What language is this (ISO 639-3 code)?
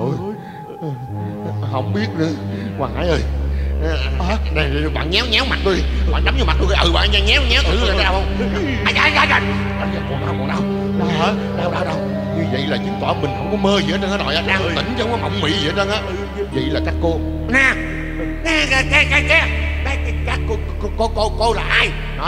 vie